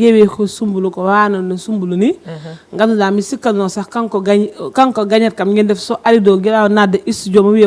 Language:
Fula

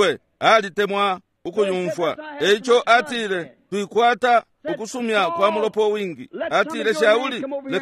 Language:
Bemba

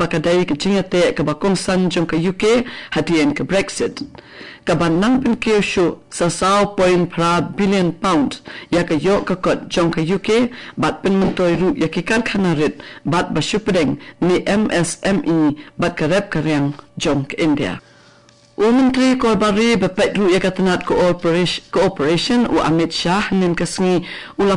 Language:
Khasi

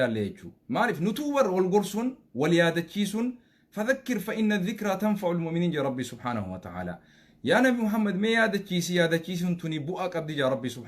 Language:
Oromo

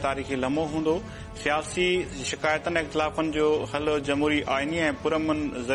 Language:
Sindhi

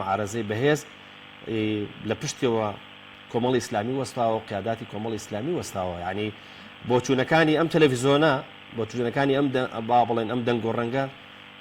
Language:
Central Kurdish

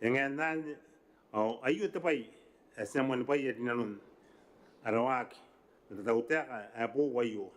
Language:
Gilbertese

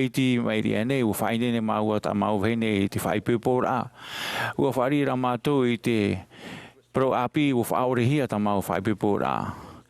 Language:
Tahitian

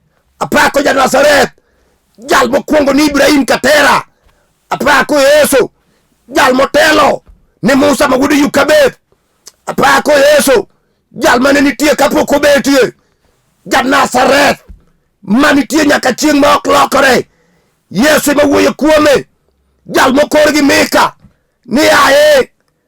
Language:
Luo (Kenya and Tanzania)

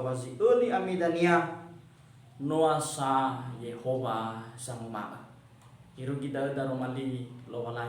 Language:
Nias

